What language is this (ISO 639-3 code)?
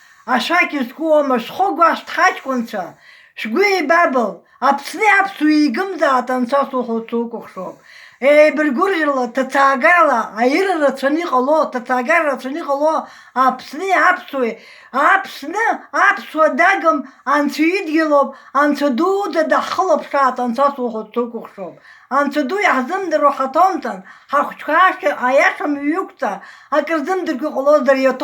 abk